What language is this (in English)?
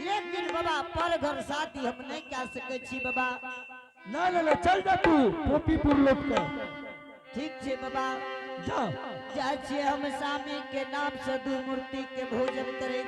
Angika